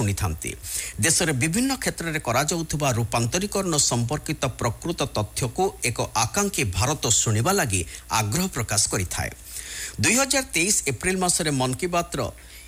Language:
Odia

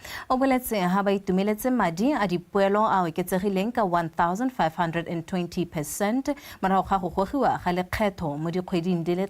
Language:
Tswana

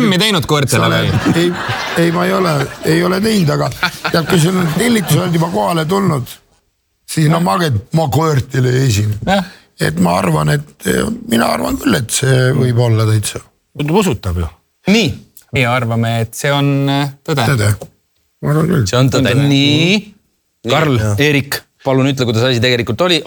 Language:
Estonian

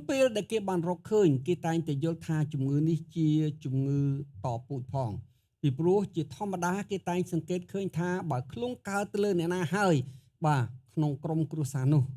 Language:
Khmer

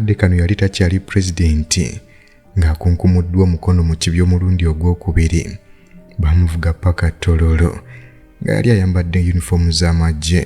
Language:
Ganda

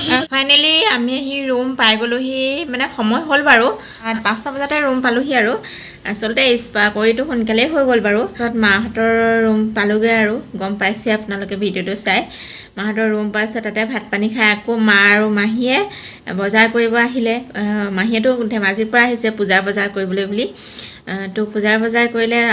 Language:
Assamese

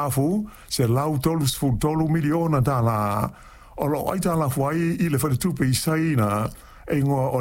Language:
Samoan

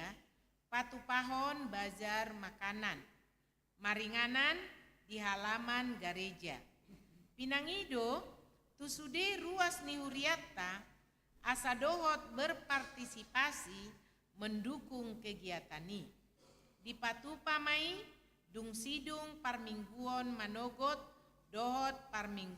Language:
Batak Toba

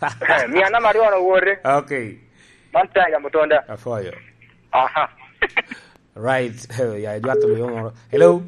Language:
Lango (Uganda)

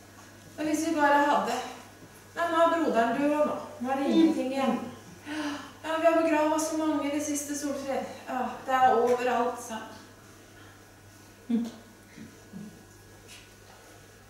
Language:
Norwegian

